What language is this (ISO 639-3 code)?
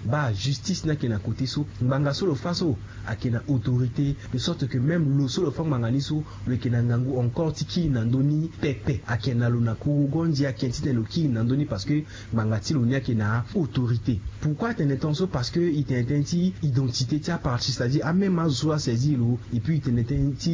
sag